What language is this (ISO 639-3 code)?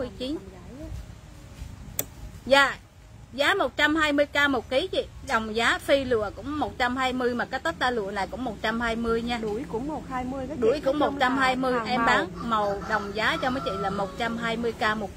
vie